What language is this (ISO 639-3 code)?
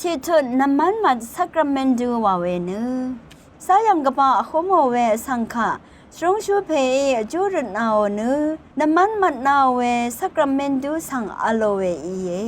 raw